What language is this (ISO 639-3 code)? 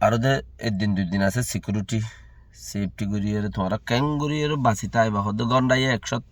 rhg